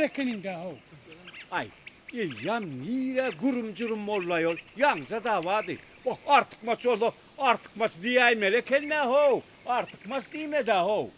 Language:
Turkmen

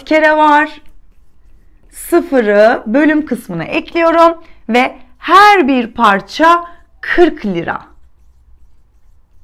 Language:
Turkish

